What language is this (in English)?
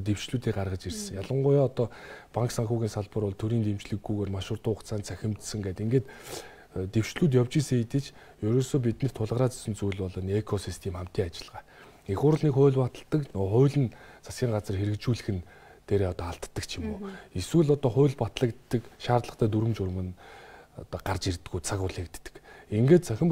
Mongolian